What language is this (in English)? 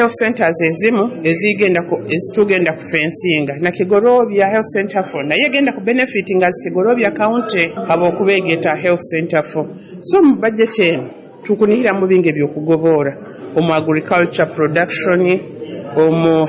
Nyoro